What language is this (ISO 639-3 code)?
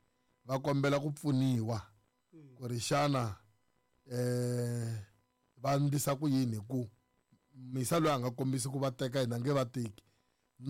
tso